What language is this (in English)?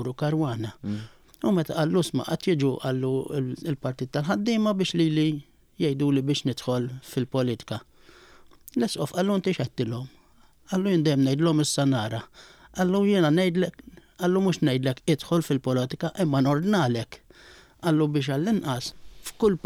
Maltese